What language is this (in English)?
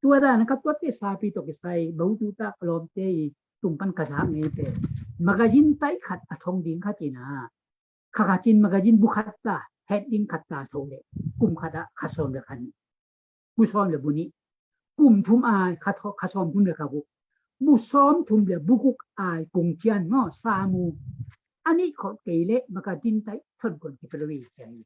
Tedim Chin